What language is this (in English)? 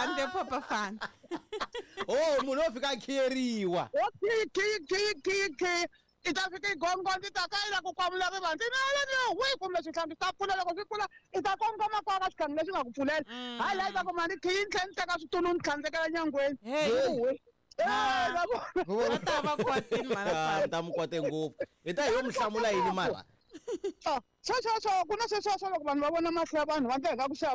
Tsonga